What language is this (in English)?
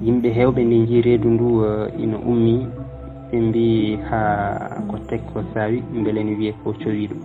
Fula